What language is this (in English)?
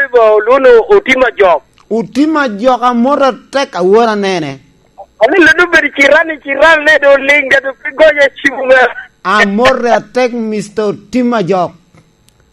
Lango (Uganda)